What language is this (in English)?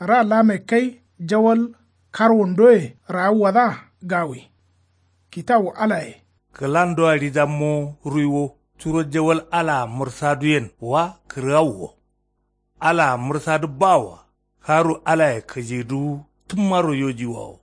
Kanuri